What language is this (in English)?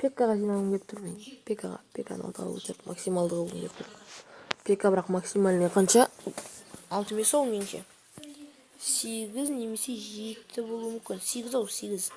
Kazakh